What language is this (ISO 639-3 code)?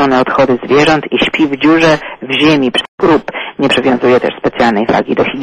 pol